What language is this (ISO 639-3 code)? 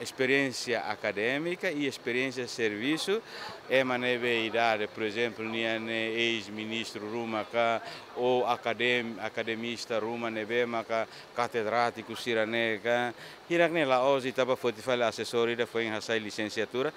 tet